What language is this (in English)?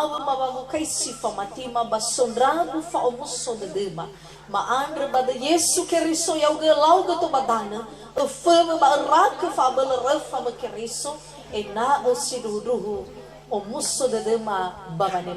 Nias